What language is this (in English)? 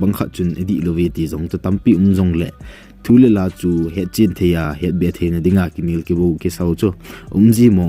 Thado Chin